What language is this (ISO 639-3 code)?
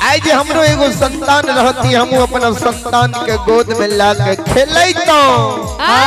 mai